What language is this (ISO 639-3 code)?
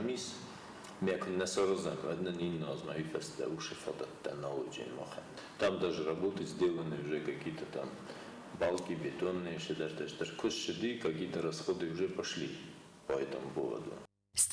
oss